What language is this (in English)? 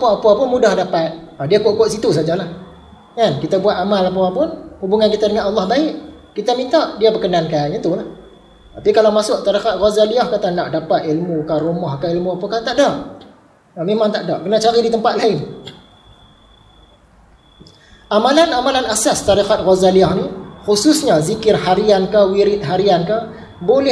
Malay